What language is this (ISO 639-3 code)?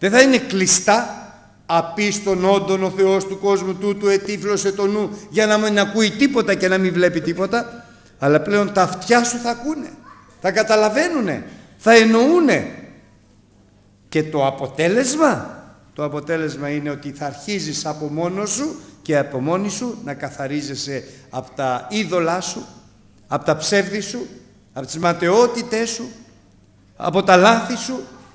ell